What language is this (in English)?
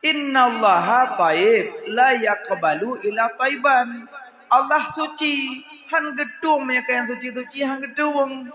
Achinese